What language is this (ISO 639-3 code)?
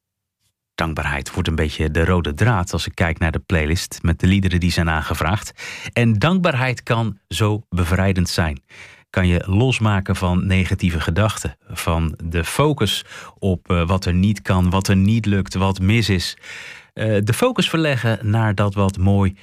nld